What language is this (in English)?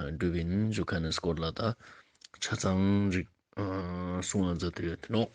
Ladakhi